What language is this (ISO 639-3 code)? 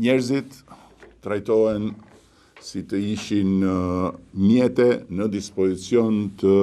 sqi